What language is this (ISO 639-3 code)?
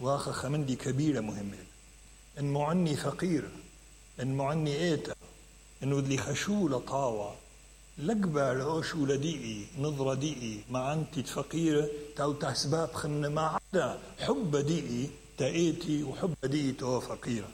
acm